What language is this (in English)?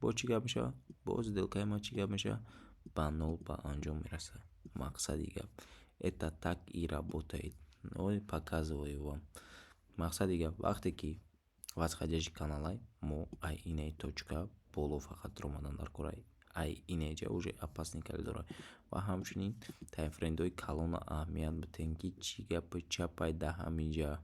Tajik